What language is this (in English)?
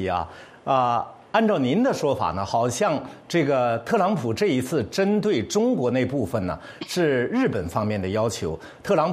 Chinese